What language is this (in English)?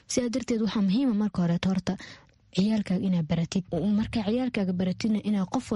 Somali